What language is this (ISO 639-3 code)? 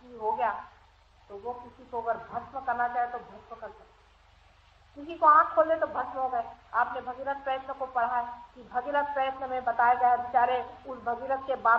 hin